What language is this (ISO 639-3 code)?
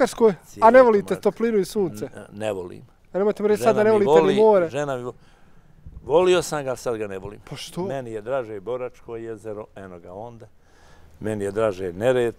bos